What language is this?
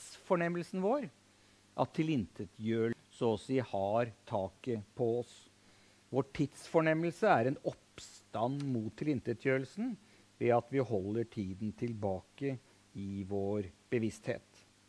Norwegian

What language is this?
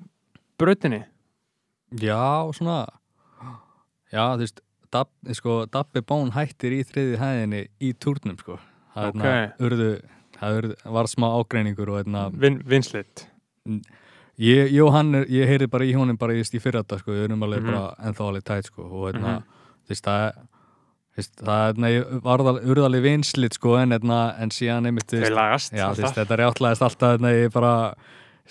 Icelandic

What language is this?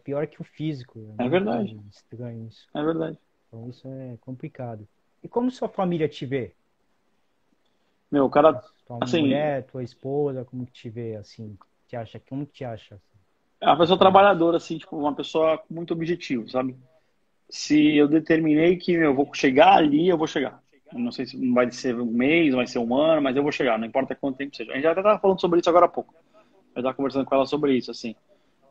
Portuguese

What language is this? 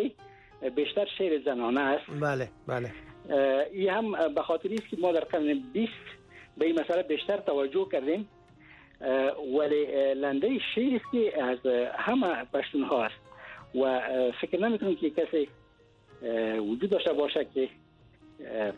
Persian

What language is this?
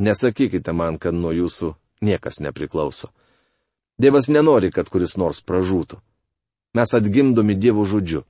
Lithuanian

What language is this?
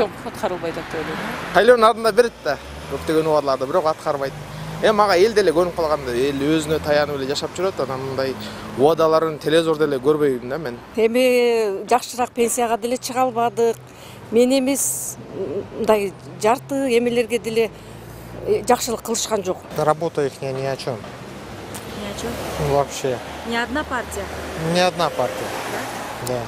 Kyrgyz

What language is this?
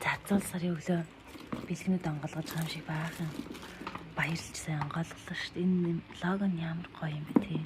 Mongolian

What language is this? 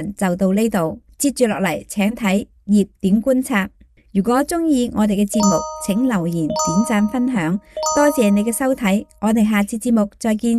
Cantonese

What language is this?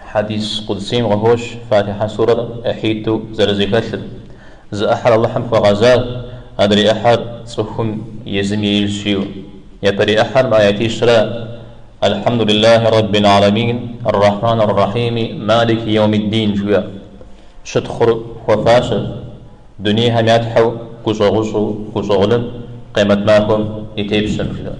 Kabardian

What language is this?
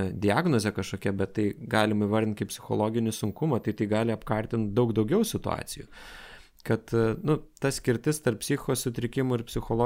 Lithuanian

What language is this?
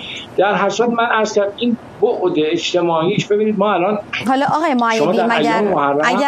Persian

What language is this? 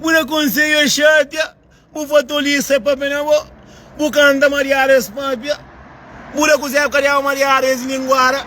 Kabuverdianu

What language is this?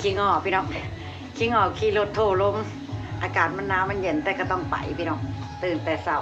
Northeastern Thai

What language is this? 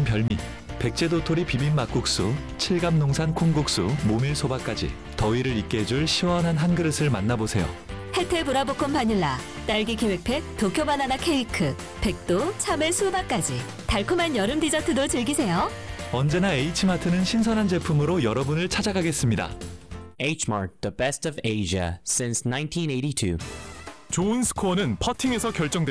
Korean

